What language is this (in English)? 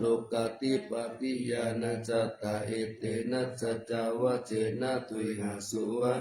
Pali